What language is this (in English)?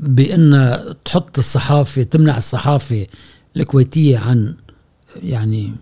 Gulf Arabic